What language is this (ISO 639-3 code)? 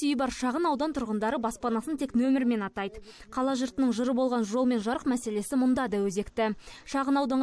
kaz